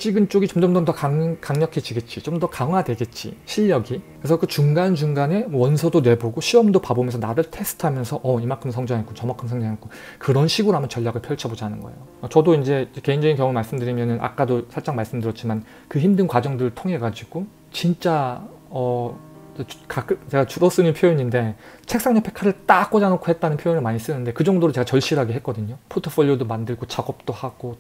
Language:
Korean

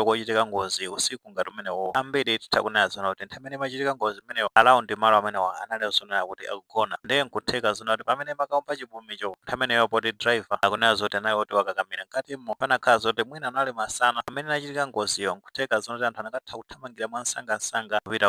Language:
Nyanja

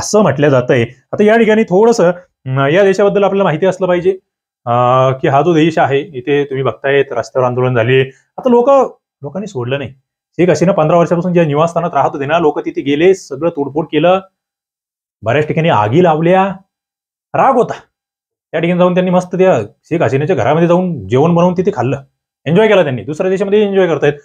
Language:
Marathi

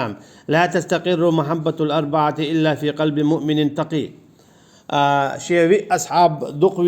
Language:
Chechen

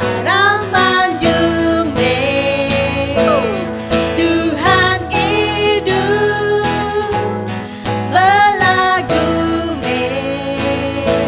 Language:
Iban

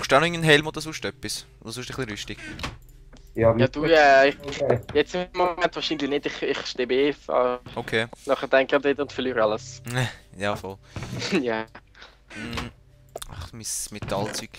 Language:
Swiss German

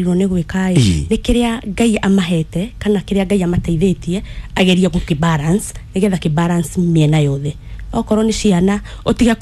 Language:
Kikuyu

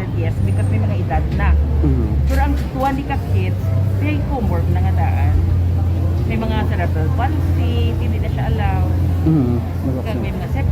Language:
Hiligaynon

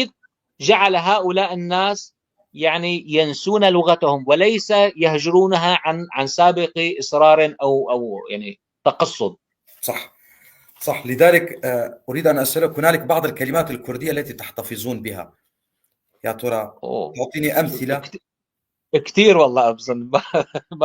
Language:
North Levantine Arabic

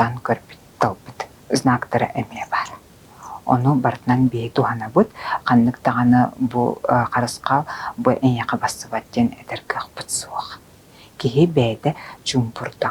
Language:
Yakut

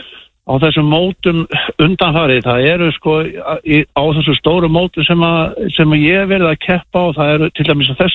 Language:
Icelandic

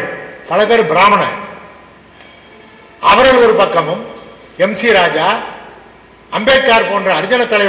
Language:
Tamil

